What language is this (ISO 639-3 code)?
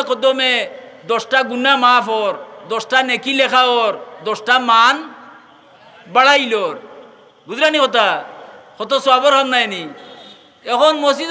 syl